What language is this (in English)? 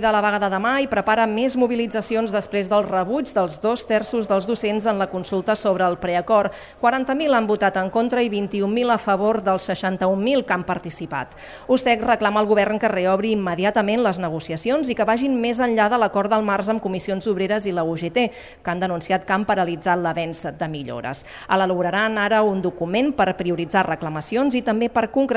Catalan